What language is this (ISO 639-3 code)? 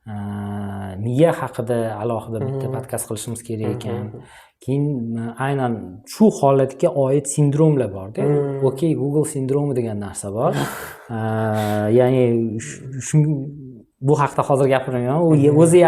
uzb